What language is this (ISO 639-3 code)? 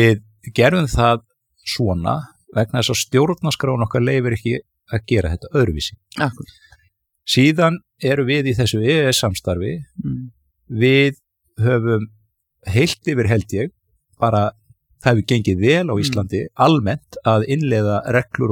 isl